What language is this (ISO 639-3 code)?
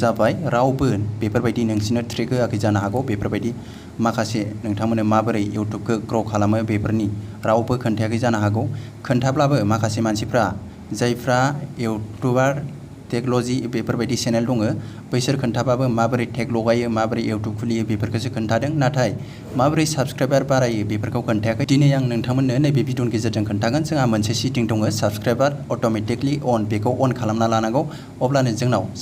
brx